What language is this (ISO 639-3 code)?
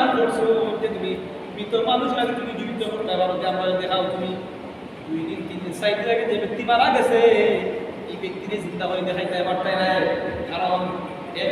syl